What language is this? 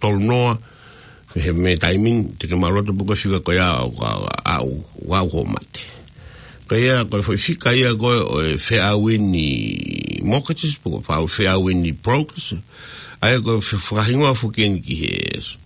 Tongan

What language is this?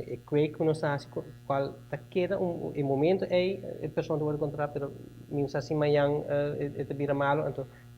Papiamento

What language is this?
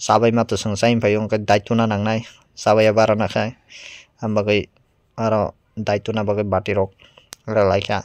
Kok Borok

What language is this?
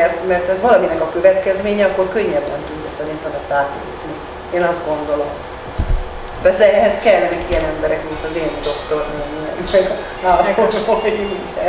Hungarian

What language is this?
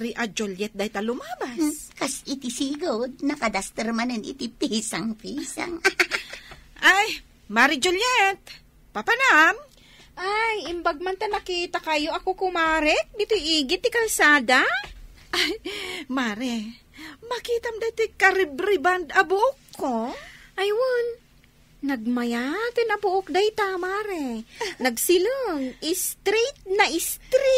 Iloko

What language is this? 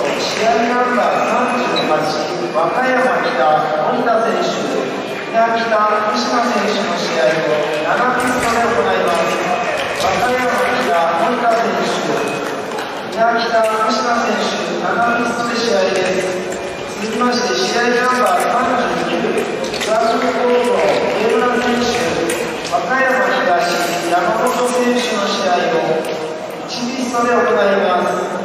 Japanese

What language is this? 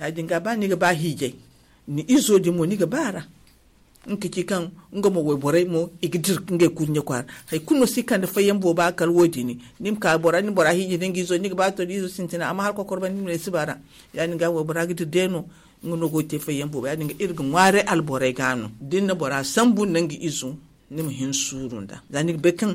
Zarma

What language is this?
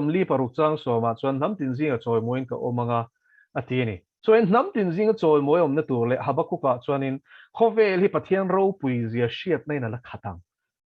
Mizo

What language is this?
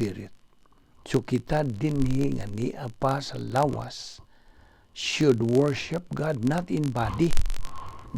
Cebuano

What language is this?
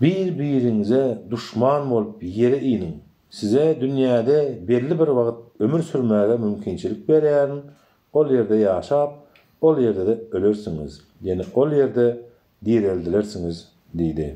Turkmen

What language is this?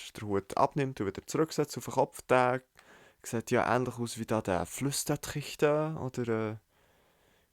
Swiss German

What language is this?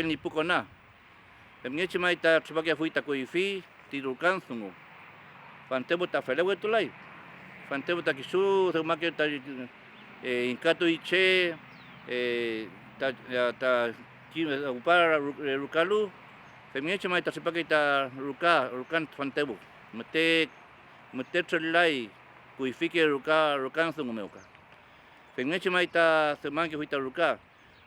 Mapuche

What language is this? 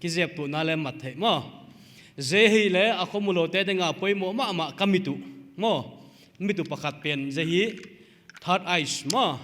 Paite Chin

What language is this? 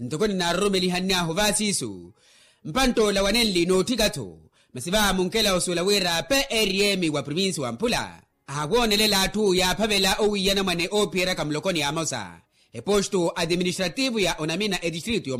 Makhuwa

